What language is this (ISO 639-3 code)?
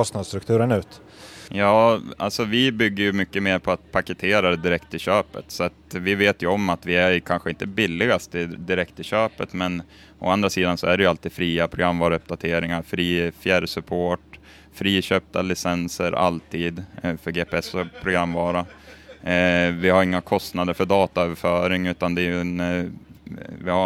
swe